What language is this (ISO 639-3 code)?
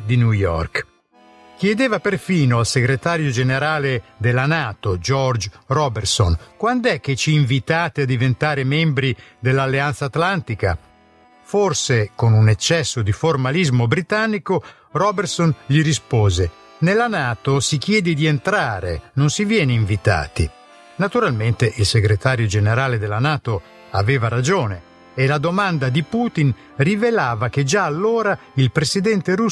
ita